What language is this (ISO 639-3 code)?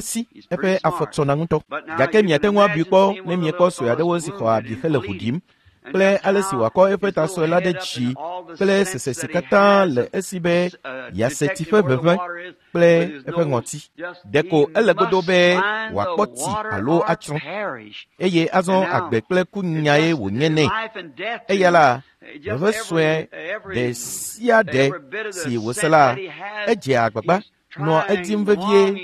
ewe